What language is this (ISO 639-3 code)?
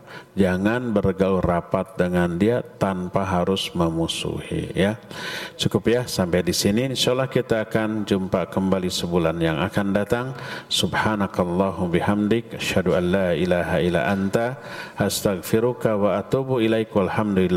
ind